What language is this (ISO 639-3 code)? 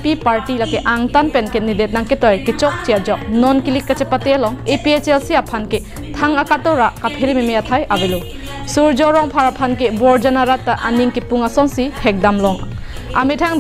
mjw